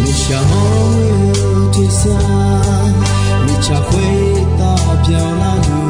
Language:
Akha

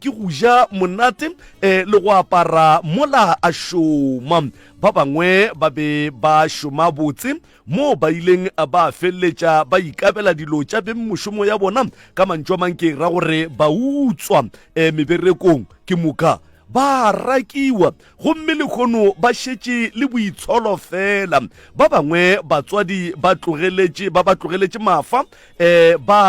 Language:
Northern Sotho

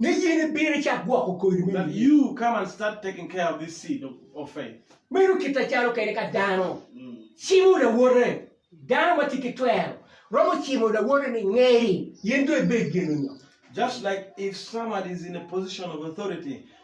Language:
Acoli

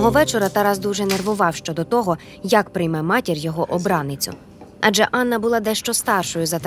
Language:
Ukrainian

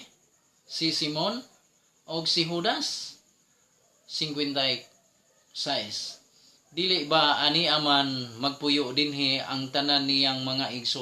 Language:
Cebuano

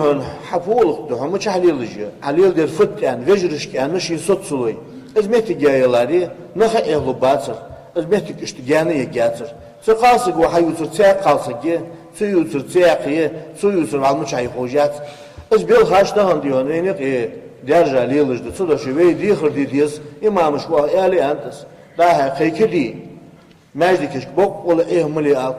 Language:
Ingush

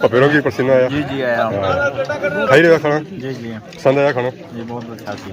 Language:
Pahari-Potwari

